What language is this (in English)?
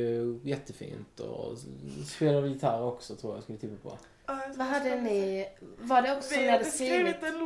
Swedish